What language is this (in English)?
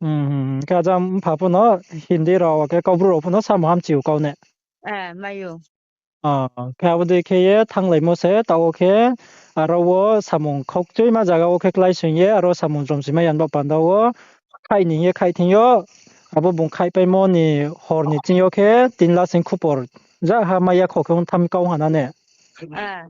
Riang (India)